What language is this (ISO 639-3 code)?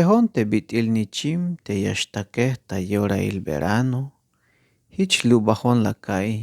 tzh